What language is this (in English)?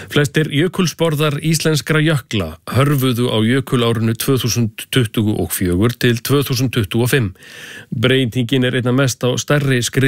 Icelandic